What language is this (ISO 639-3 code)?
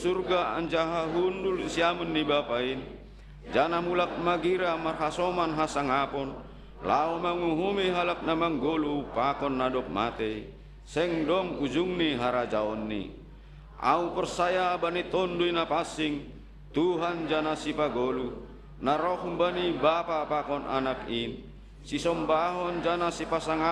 bts